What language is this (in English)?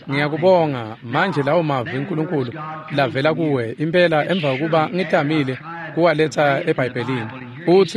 Swati